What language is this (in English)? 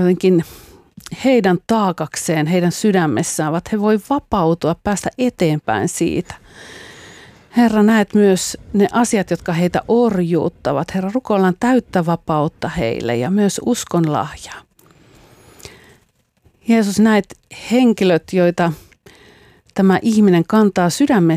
Finnish